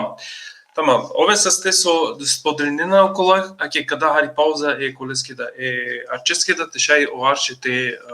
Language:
Balkan Romani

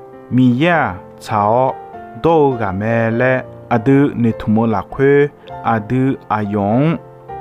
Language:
Akha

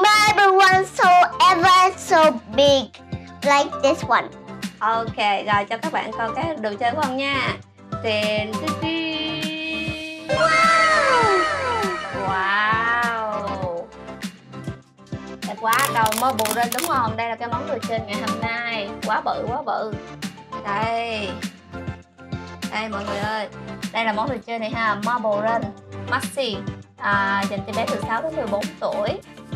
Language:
Vietnamese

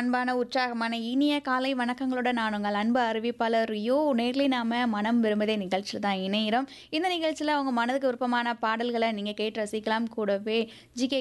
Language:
Tamil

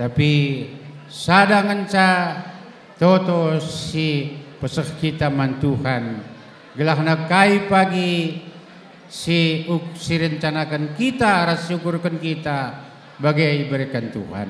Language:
Batak Karo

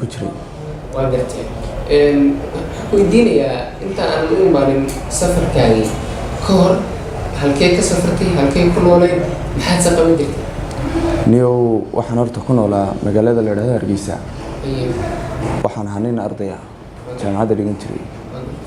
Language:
Somali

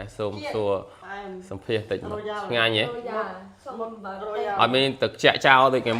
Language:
Khmer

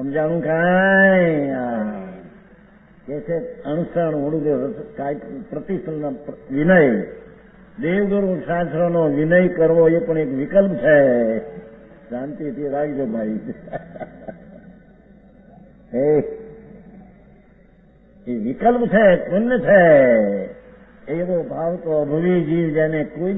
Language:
Gujarati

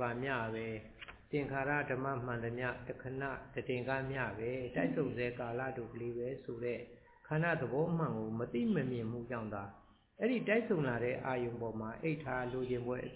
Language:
Burmese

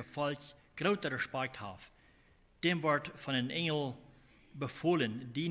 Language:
Plautdietsch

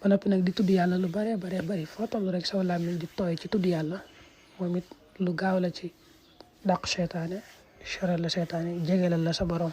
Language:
Wolof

